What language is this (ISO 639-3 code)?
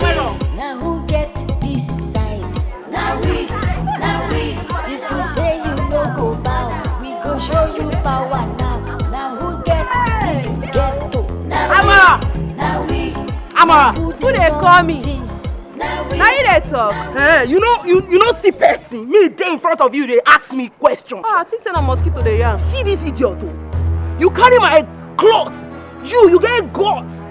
pcm